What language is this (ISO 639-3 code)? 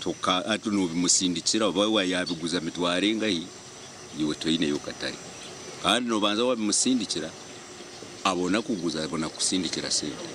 nyn